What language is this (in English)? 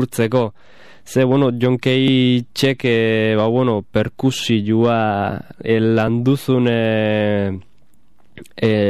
Basque